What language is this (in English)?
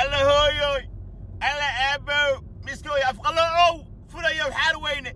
Somali